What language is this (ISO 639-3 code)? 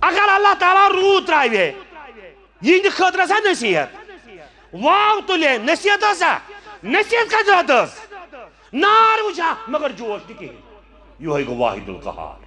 kas